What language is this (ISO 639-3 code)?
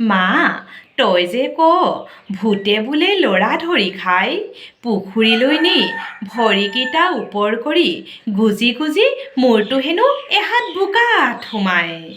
asm